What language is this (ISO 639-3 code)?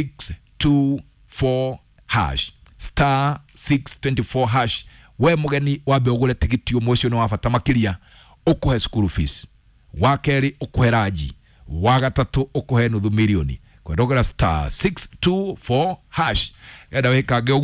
kik